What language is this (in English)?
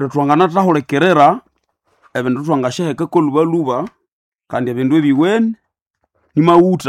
Nande